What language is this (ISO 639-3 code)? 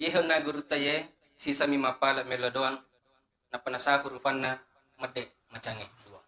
bug